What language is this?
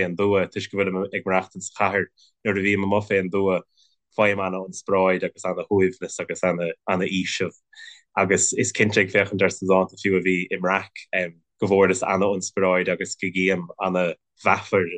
Irish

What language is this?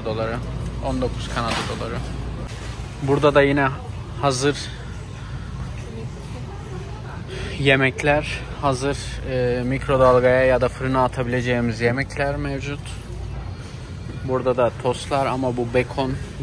Turkish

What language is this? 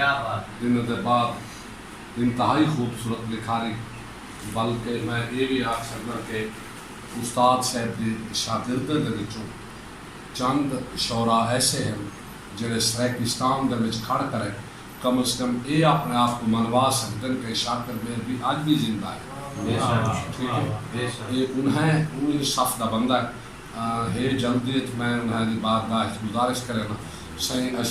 Saraiki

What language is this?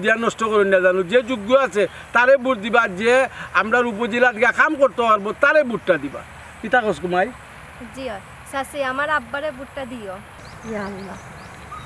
Sylheti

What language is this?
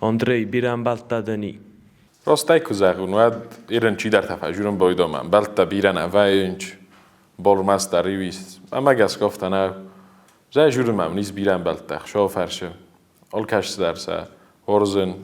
Ossetic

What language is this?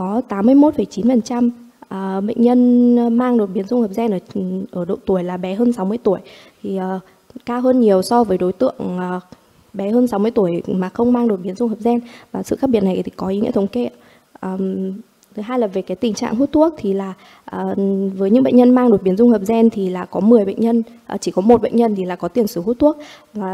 Vietnamese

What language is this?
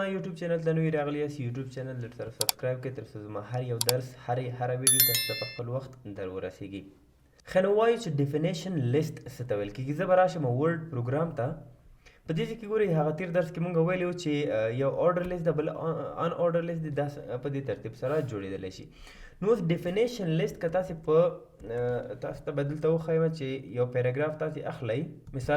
Pashto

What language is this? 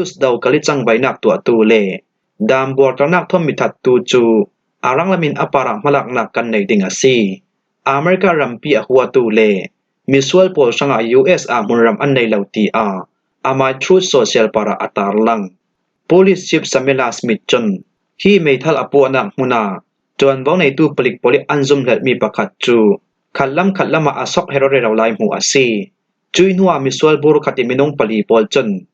Falam Chin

